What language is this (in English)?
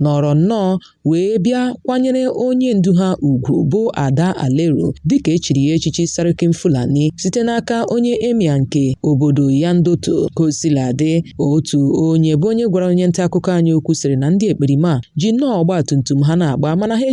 Igbo